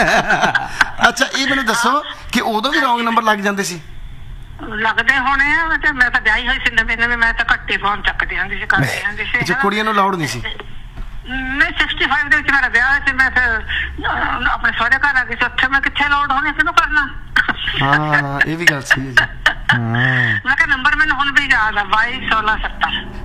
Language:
Punjabi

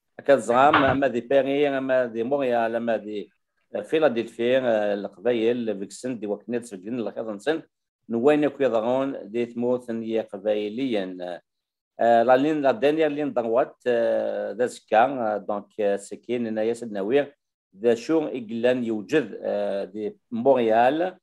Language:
Kabyle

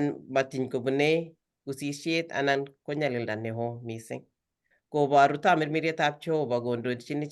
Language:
Kalenjin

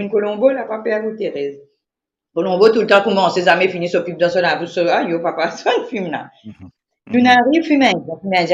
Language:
Morisyen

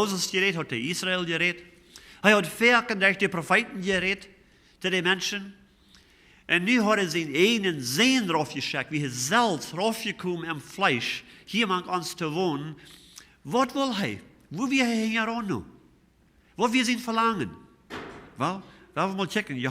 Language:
Plautdietsch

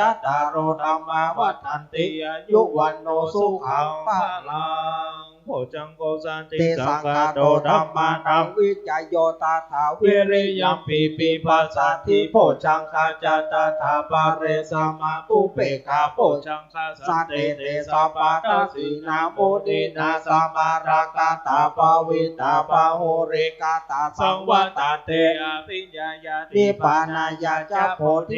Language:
Pali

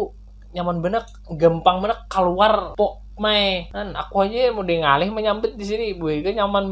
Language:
Banjar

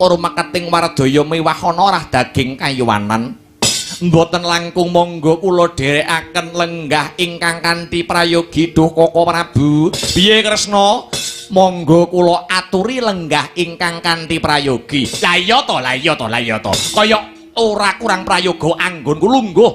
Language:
Javanese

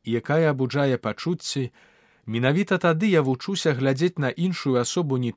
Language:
Belarusian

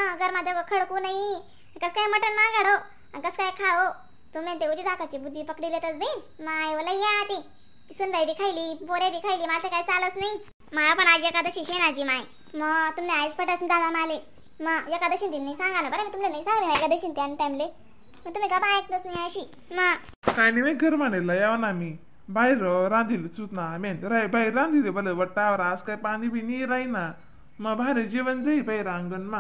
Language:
Khandesi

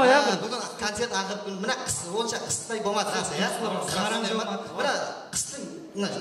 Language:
Kara-Kalpak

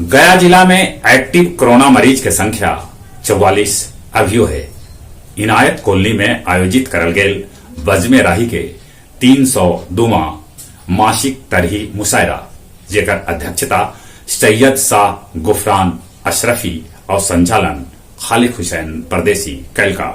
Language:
Magahi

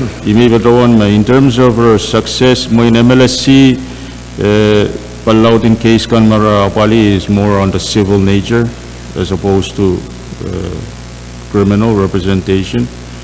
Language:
Pohnpeian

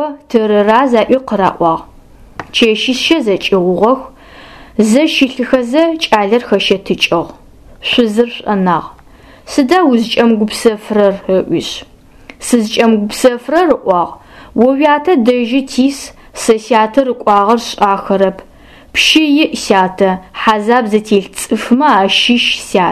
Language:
Adyghe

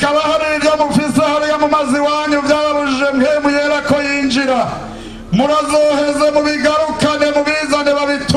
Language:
Rundi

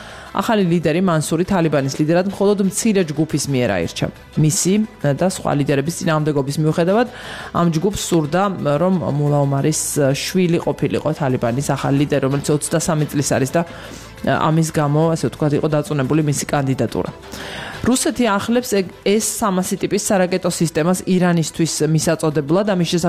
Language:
Georgian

